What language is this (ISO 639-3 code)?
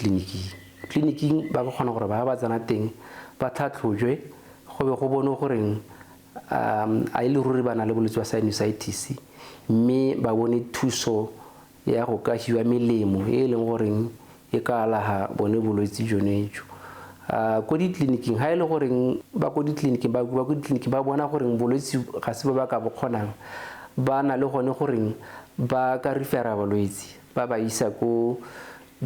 tsn